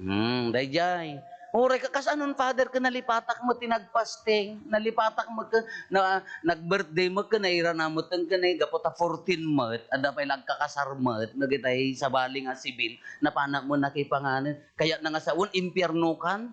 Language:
Iloko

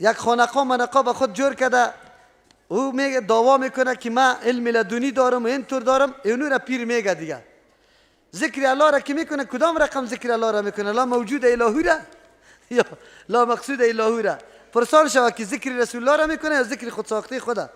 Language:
Persian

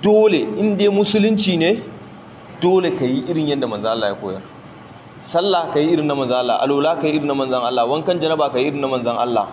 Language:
Hausa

